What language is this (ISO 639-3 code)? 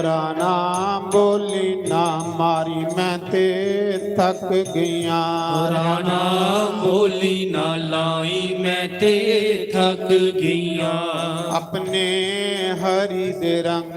doi